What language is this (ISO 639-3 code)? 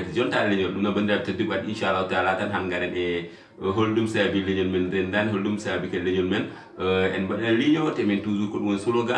ful